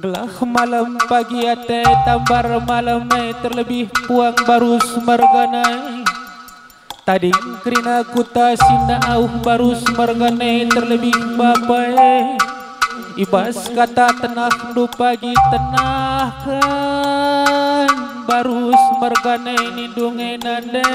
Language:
Batak Karo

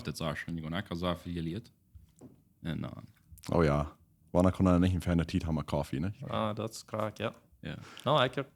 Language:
Plautdietsch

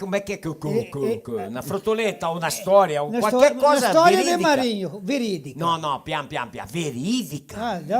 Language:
Venetian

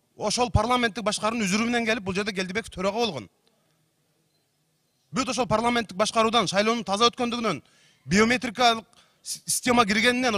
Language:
Kyrgyz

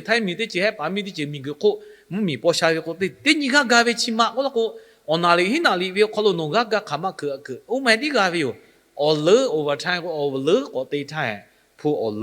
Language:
Lahu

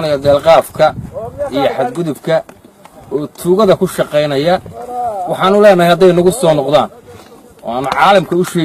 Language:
Somali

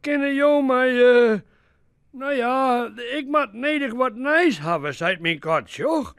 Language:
Western Frisian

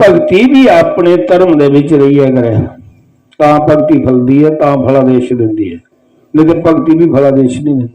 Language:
Dogri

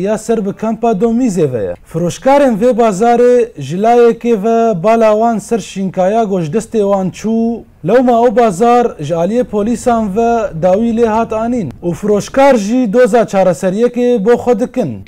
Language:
Kurdish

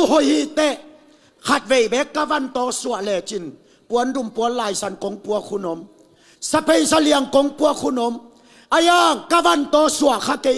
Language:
Tedim Chin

